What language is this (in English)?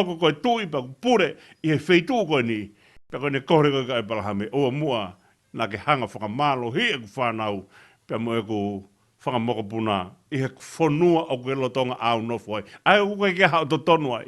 Tongan